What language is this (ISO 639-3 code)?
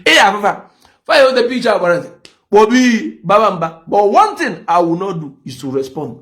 ibo